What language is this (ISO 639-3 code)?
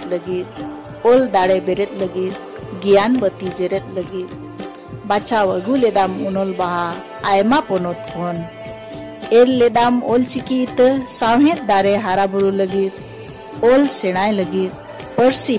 sat